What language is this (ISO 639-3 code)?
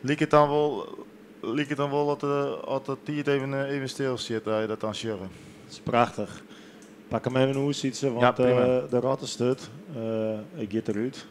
fry